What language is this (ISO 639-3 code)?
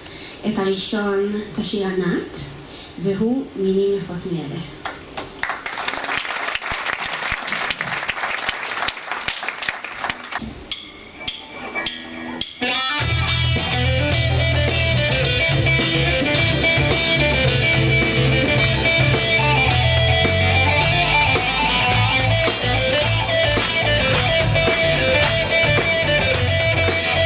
heb